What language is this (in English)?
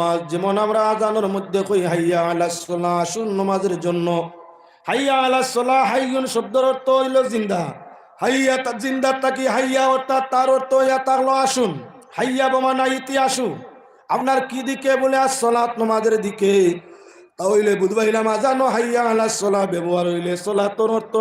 Sylheti